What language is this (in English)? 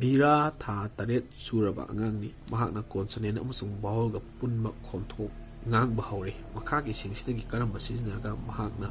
Manipuri